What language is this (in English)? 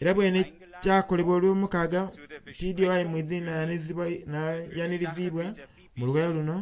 Soga